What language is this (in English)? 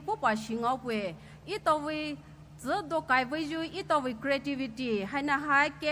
Poumei Naga